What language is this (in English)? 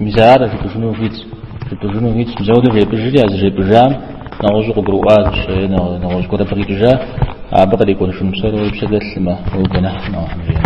Kabardian